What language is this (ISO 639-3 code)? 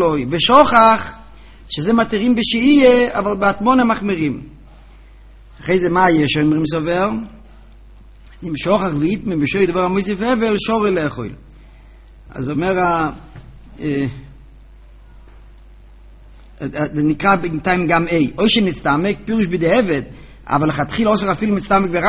heb